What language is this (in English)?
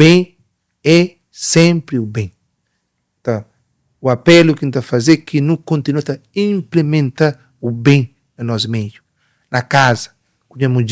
Kabuverdianu